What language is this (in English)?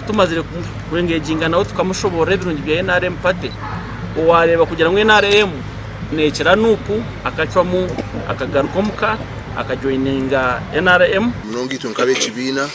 Nyankole